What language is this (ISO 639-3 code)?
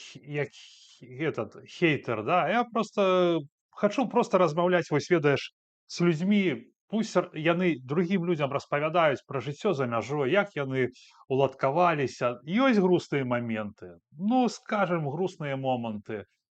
bel